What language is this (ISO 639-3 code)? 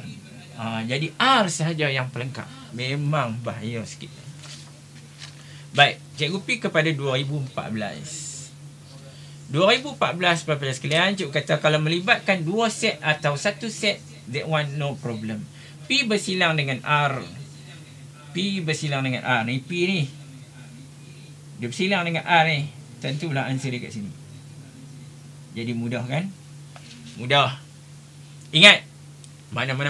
msa